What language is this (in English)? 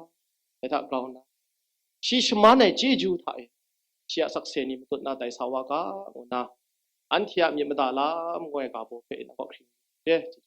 Kachin